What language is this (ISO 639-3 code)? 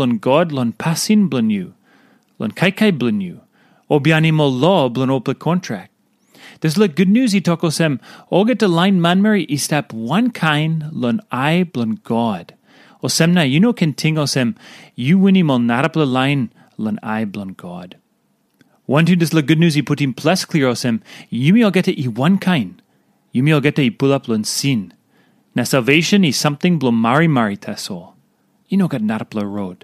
tpi